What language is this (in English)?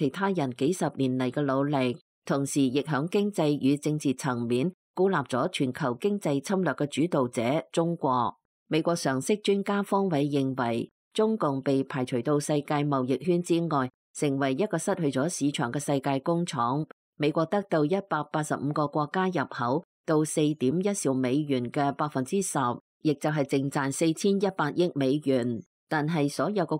Cantonese